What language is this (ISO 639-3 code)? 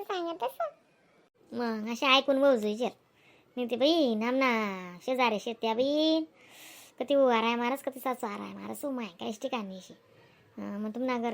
khn